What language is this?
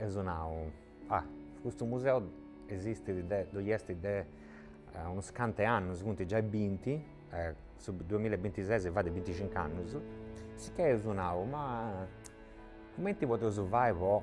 Sardinian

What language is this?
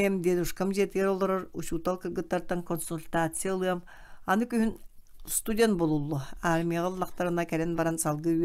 Yakut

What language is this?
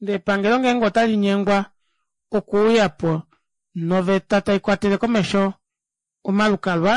Kuanyama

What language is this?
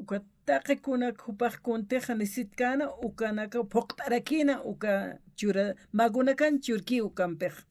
Aymara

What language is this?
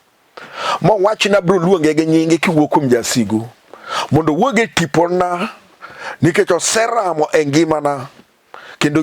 Luo (Kenya and Tanzania)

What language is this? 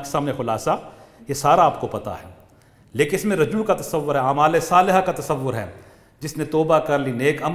Urdu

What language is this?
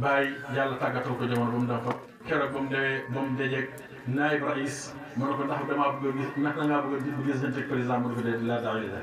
Wolof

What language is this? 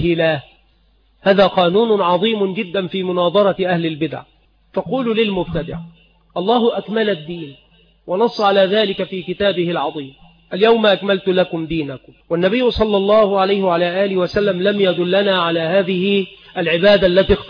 Arabic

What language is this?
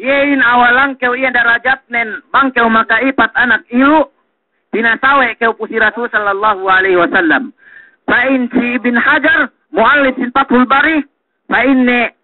Yakan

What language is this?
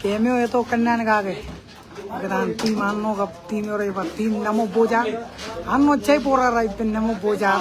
Marshallese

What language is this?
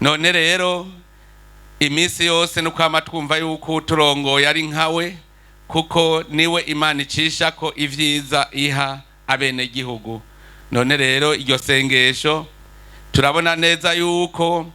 Rundi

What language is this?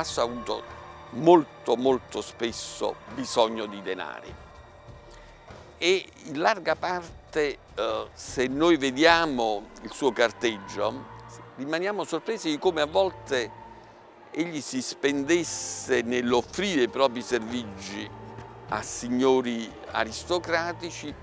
Italian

